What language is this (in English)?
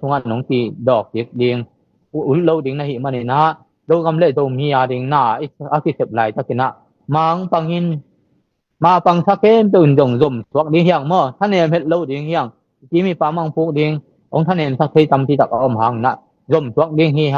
Tedim Chin